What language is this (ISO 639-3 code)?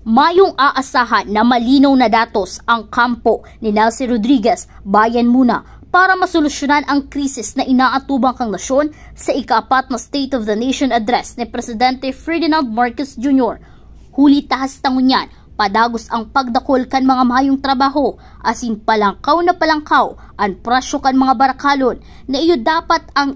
bik